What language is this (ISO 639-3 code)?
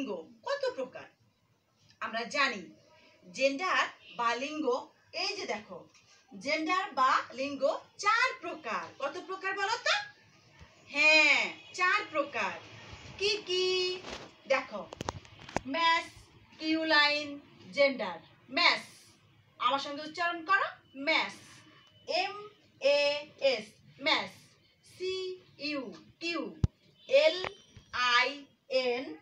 ben